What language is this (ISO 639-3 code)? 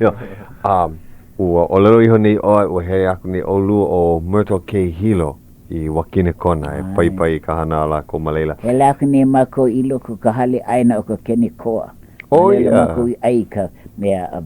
haw